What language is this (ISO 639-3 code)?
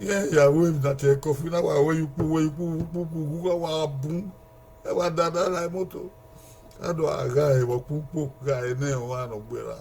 bin